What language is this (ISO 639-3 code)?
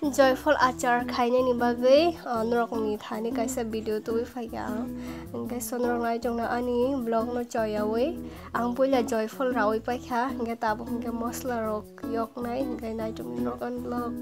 trp